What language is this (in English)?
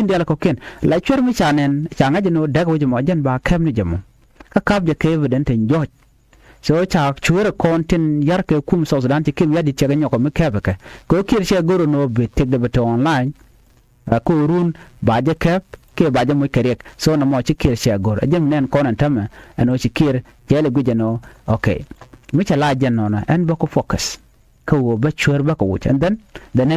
Nuer